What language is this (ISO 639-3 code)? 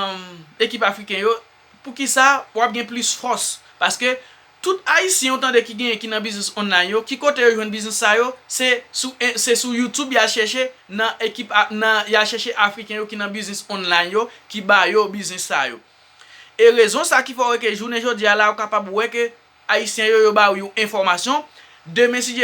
hat